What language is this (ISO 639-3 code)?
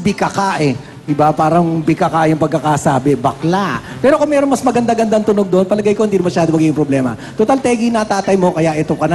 fil